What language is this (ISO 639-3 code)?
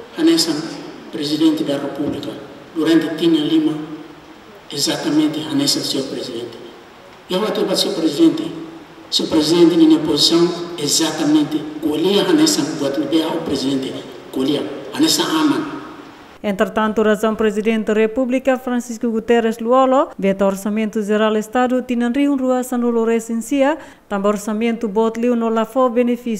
tet